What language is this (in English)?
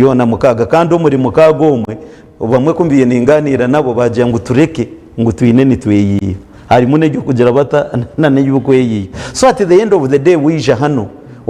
Nyankole